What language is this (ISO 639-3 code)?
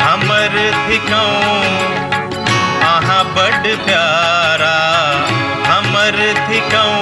mai